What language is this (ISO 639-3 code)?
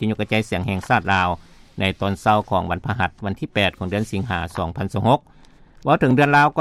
lao